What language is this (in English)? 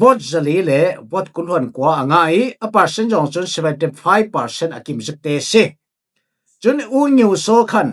Falam Chin